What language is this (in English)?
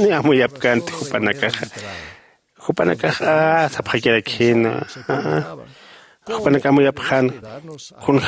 Aymara